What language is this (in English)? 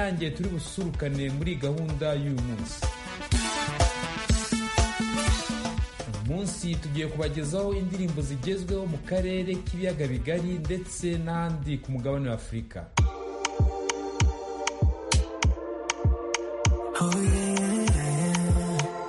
Kinyarwanda